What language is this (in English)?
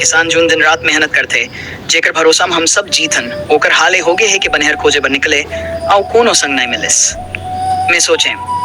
Chhattisgarhi